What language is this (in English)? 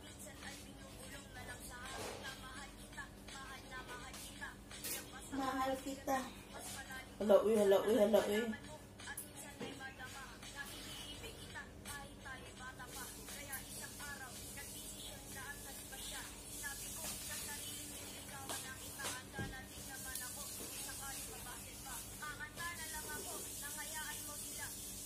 Filipino